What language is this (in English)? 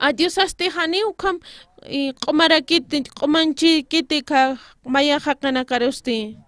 Aymara